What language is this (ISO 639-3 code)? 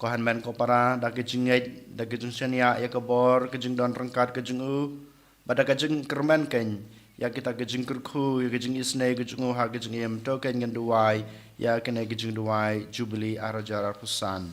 kha